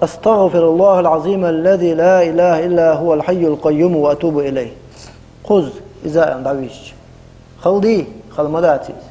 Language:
Chechen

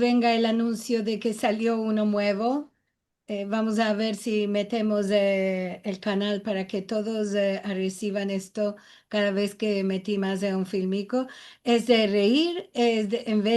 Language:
Ladino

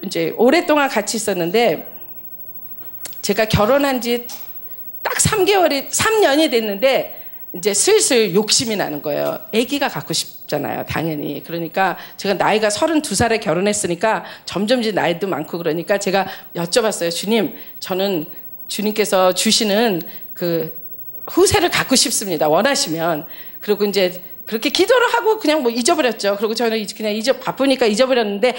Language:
Korean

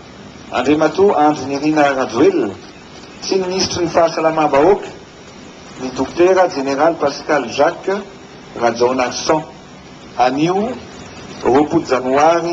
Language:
Malagasy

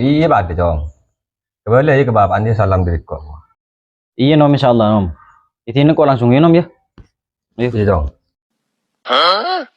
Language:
Madurese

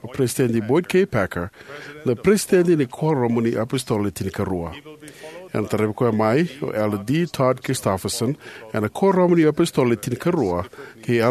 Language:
Fijian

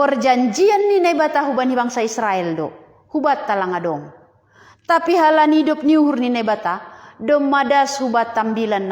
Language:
Batak Simalungun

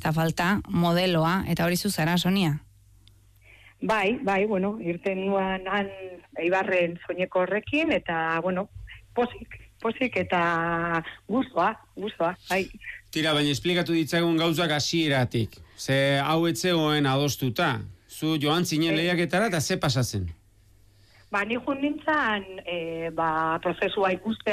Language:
Basque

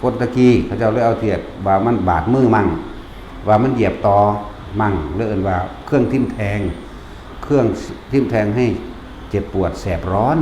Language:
Northeastern Thai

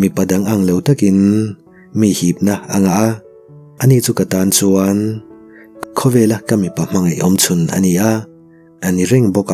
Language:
Mizo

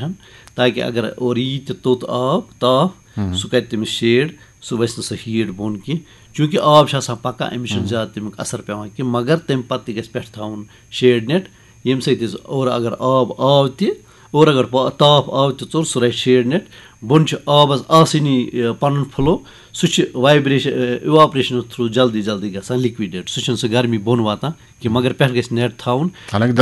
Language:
Kashmiri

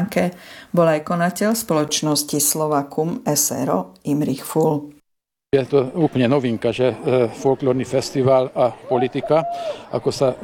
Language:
Slovak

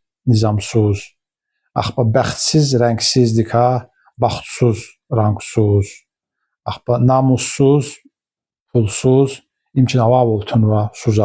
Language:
Lezghian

